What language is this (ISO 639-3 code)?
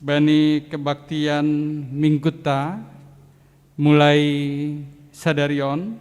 bts